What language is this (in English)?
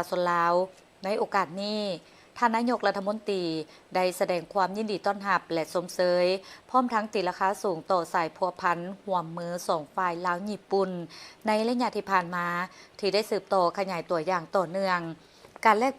Lao